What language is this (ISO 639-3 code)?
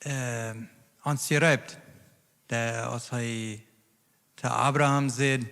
pdt